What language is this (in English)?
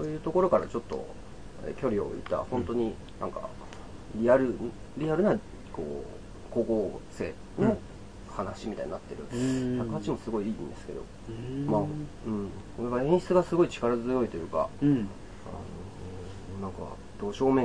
Japanese